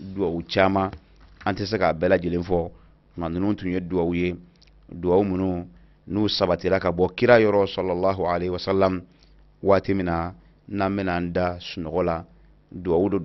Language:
Bambara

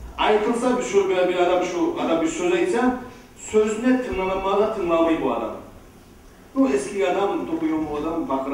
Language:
Kumyk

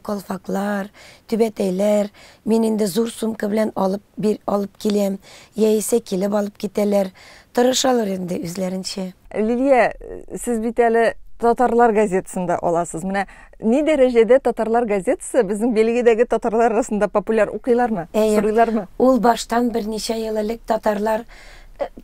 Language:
Tatar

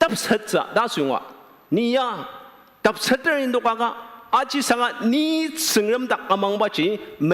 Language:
Ao Naga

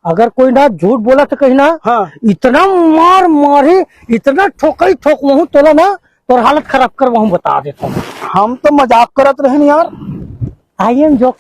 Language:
Chhattisgarhi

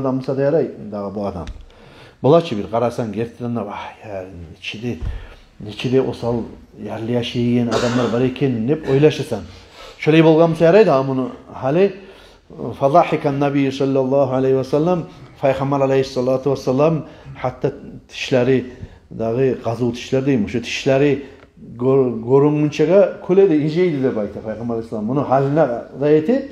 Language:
Kumyk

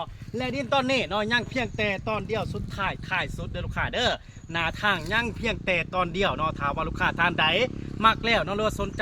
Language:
Lao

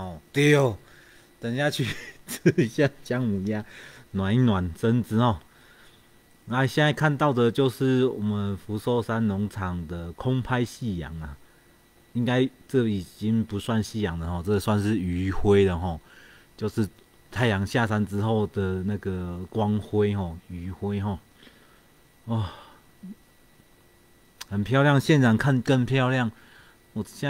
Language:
Chinese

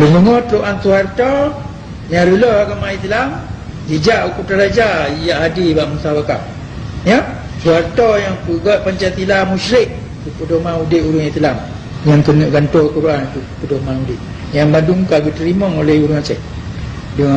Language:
Achinese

